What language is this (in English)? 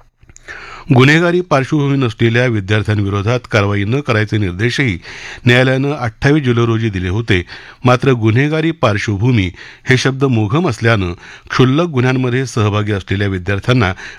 Marathi